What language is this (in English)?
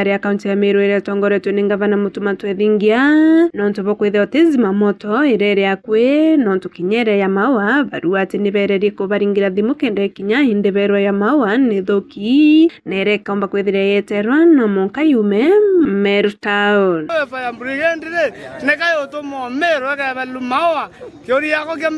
Meru